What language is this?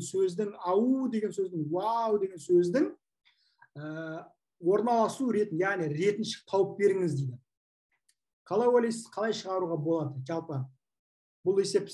Kazakh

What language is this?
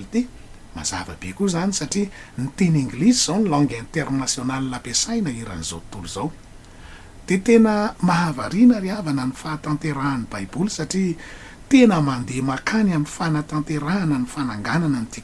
Malagasy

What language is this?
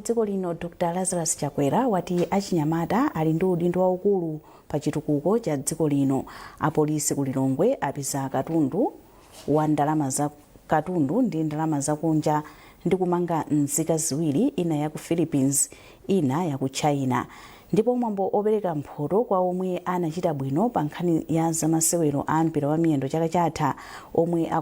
Nyanja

